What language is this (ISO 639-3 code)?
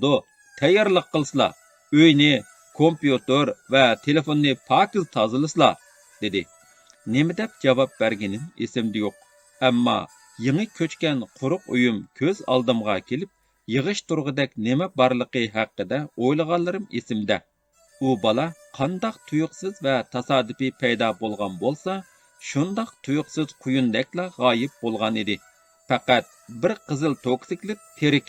uig